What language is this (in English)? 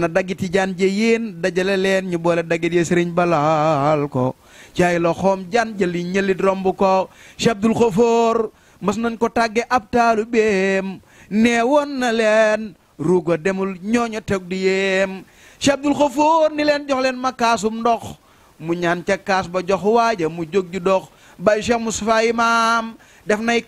Wolof